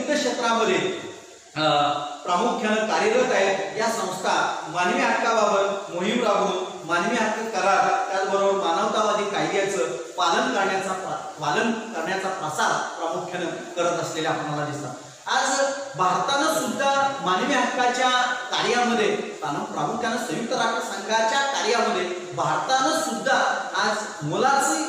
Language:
Marathi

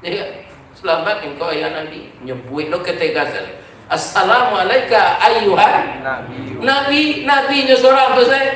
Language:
Minangkabau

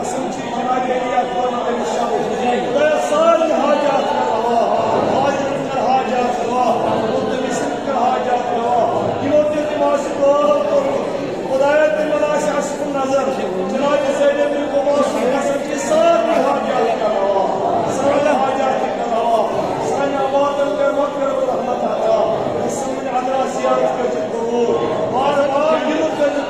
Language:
Kashmiri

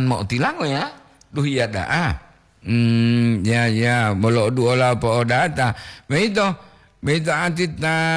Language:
Gorontalo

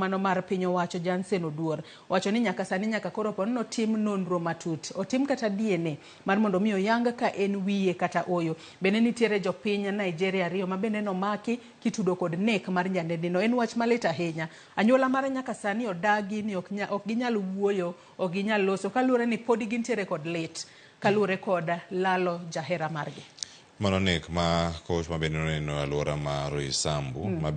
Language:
Luo (Kenya and Tanzania)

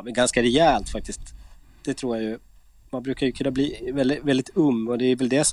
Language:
Swedish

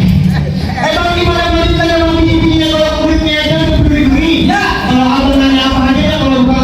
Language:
Betawi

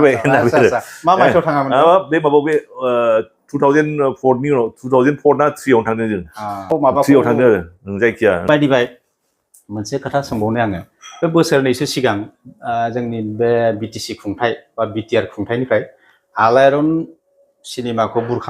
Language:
Bodo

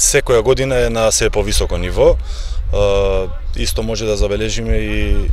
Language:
Macedonian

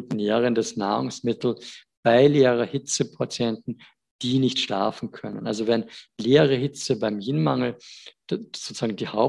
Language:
German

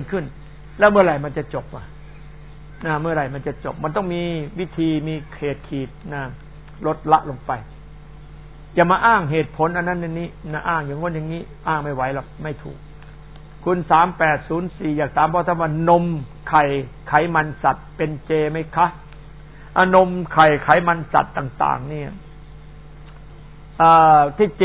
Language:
Thai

